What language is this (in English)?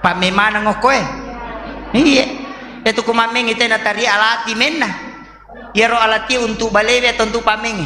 Buginese